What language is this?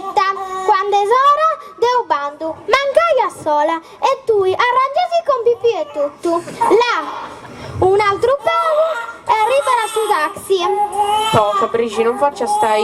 Sardinian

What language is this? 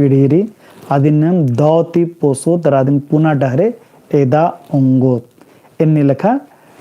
Kurukh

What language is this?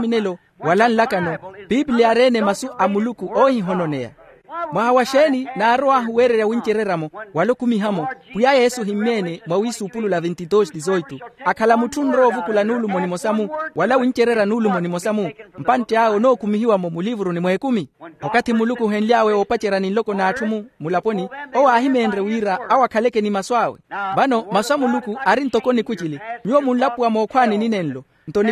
Makhuwa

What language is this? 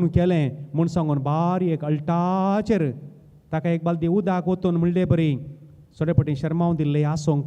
Konkani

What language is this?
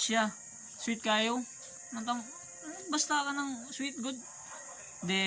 Cebuano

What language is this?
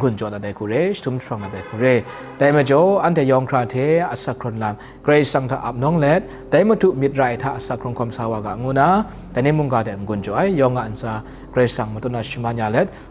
Kachin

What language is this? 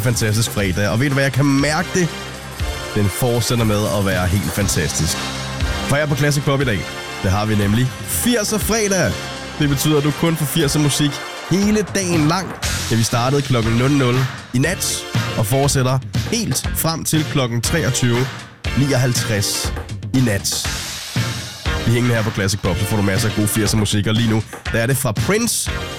Danish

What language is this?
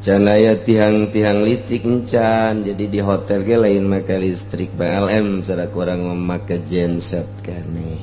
Sundanese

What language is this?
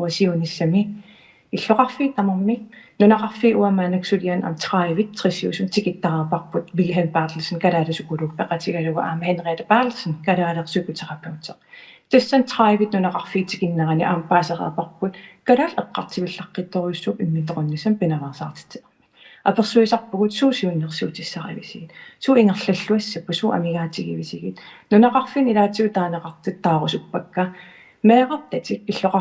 Kalaallisut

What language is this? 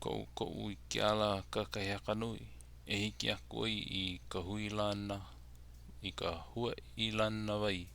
Hawaiian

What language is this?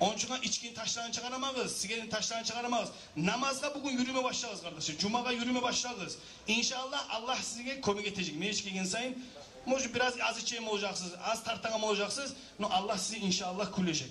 Kumyk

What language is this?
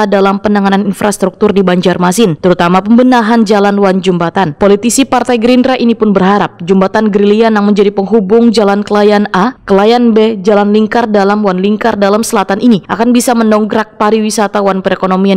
Banjar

